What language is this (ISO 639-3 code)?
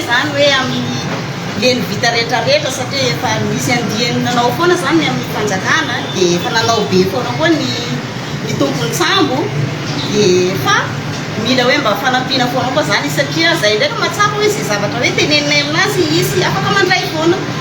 mlg